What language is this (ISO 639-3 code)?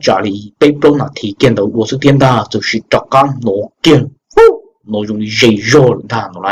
hmn